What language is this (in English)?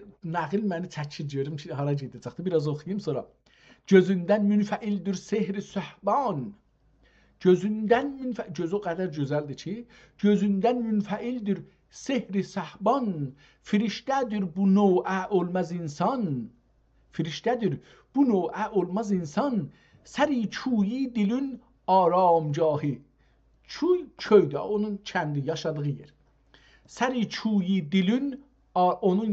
South Azerbaijani